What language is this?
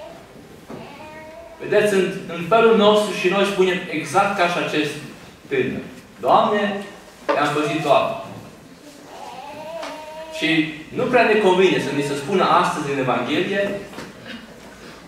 Romanian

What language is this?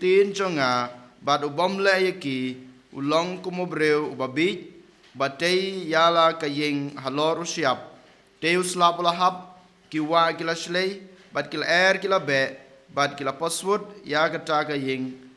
Khasi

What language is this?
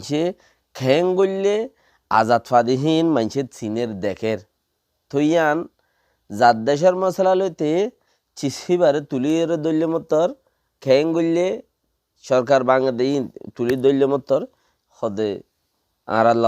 Rohingya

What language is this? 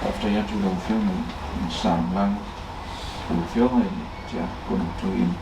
Samoan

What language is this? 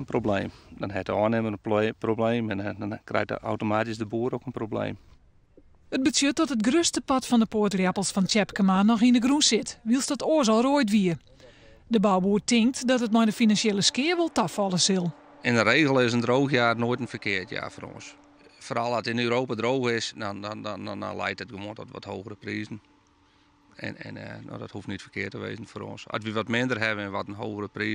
Western Frisian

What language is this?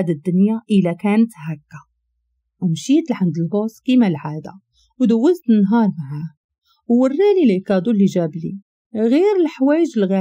Moroccan Arabic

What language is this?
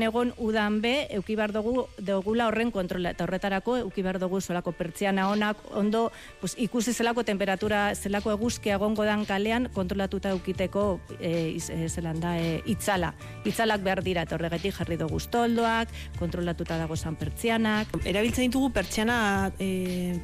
Basque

